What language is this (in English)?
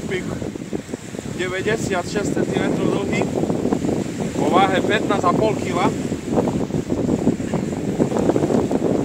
Slovak